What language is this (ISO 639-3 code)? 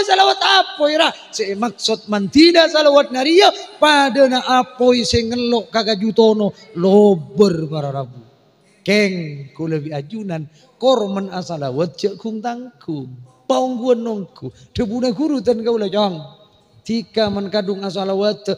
mad